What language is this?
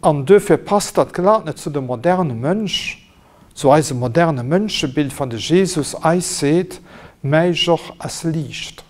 Luxembourgish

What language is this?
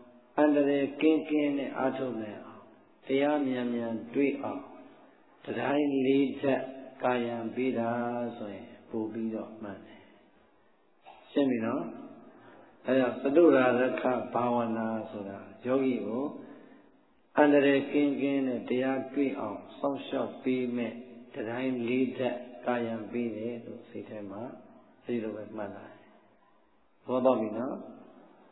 Burmese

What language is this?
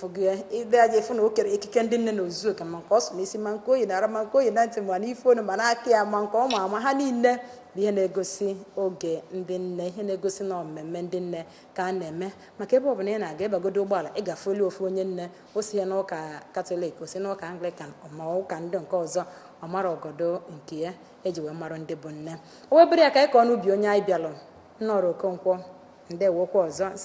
Igbo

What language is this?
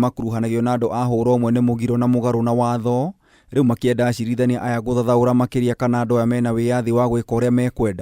Kikuyu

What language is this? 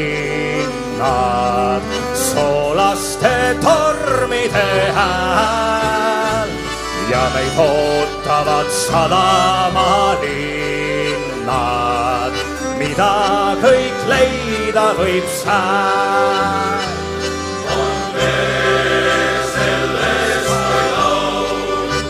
Estonian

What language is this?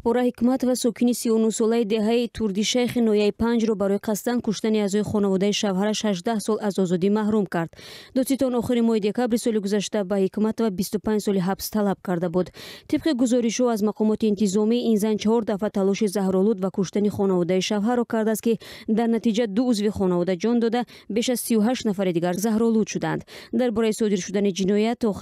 Tajik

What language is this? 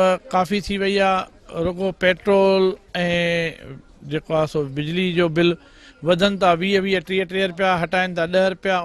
Sindhi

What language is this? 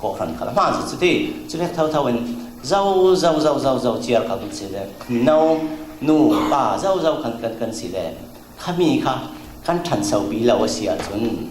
Falam Chin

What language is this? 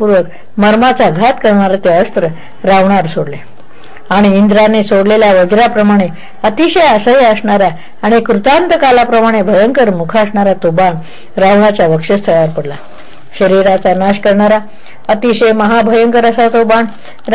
Marathi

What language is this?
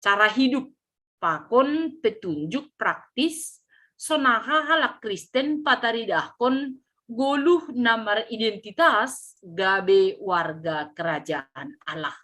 Batak Simalungun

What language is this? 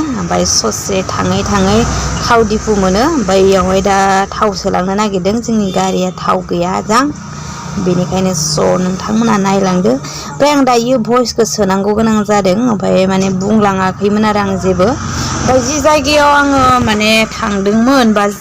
Bodo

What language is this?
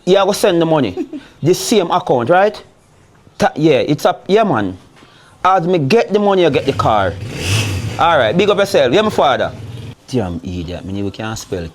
Jamaican Creole English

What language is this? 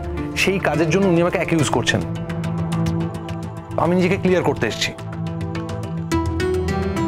Bangla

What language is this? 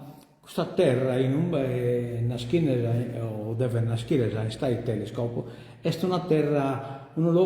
Sardinian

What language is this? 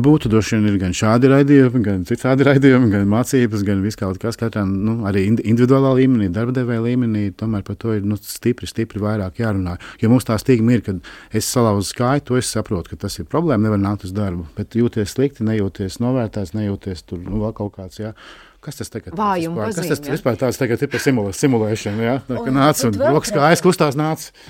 Latvian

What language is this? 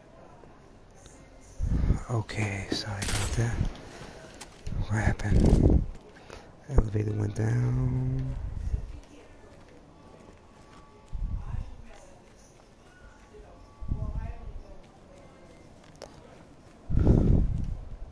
English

